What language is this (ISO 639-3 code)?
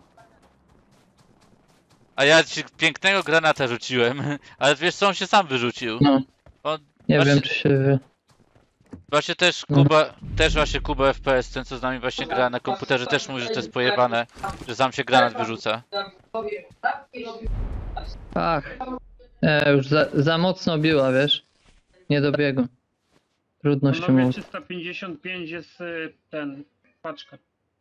pol